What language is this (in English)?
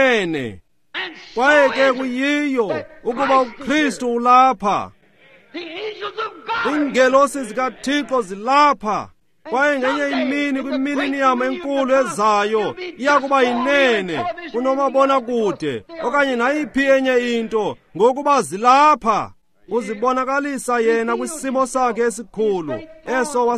Xhosa